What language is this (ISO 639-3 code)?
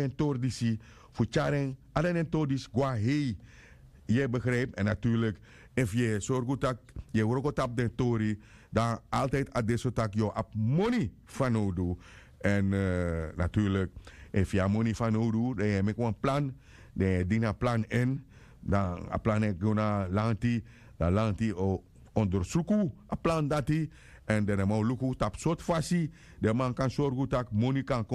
srn